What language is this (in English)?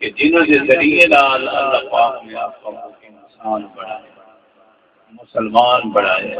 Saraiki